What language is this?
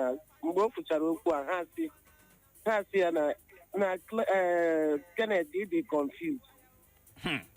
Igbo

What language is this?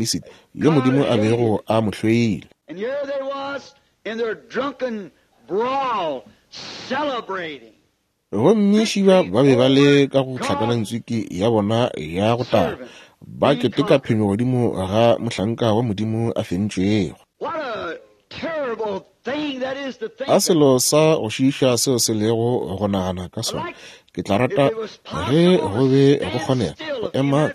Northern Sotho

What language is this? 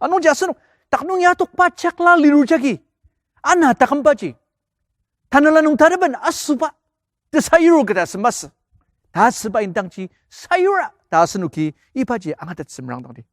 Ao Naga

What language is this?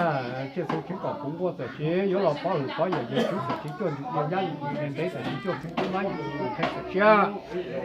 Hmong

